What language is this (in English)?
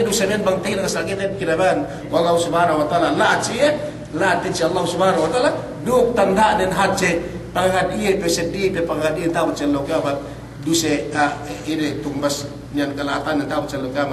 Yakan